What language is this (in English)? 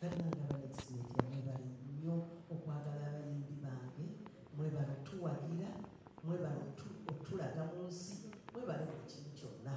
Ganda